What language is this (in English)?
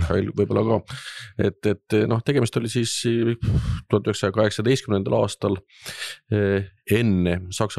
Estonian